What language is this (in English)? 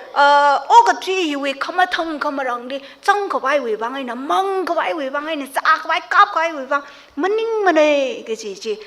Tangkhul Naga (India)